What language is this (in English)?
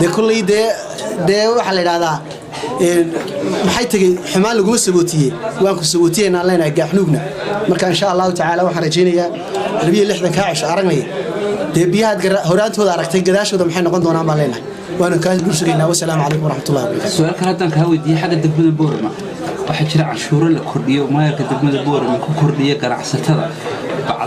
Somali